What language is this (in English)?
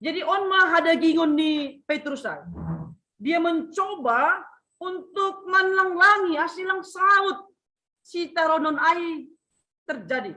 Batak Simalungun